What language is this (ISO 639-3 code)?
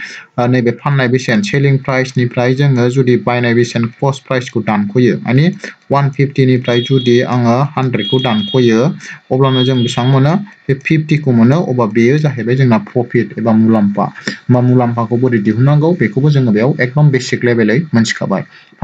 brx